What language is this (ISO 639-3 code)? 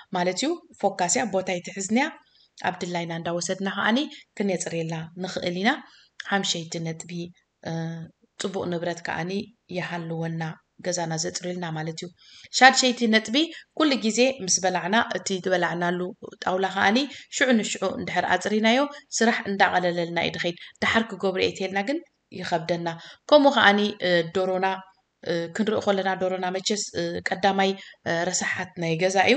tir